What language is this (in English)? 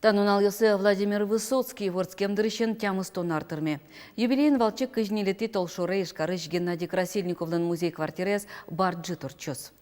Udmurt